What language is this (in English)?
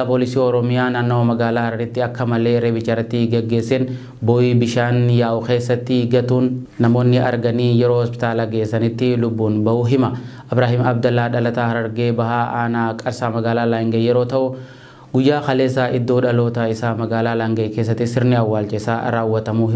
Oromo